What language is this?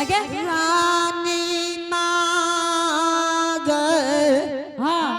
Angika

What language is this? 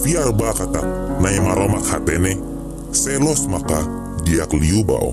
Tetum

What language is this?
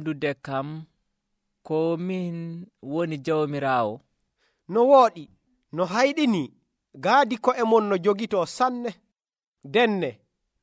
Nigerian Fulfulde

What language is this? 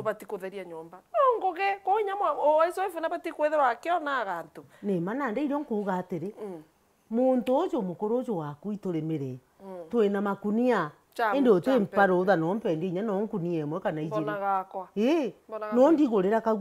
Meru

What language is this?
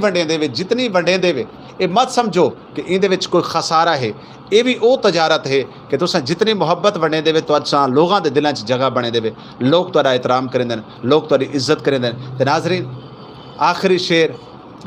Saraiki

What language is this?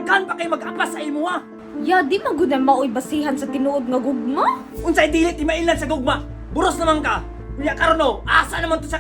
Cebuano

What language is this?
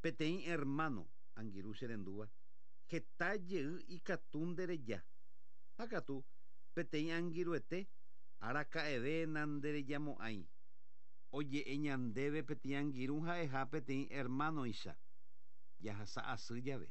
Guarani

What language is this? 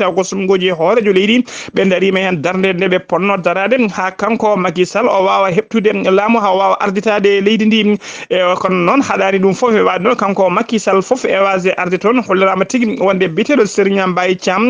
Fula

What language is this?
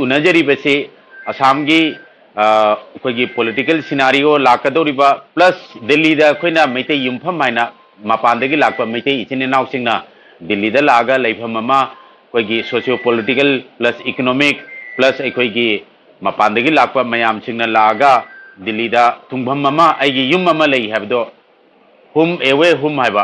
Manipuri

